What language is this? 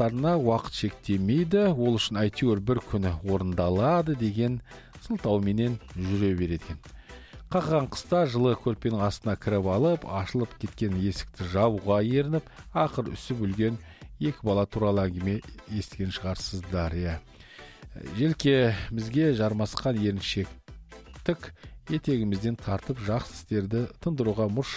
Kazakh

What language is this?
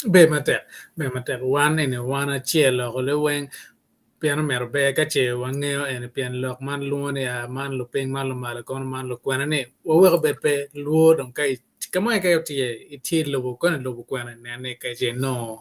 Acoli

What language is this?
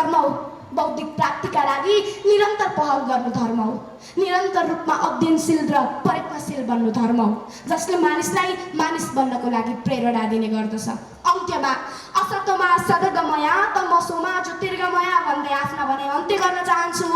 Nepali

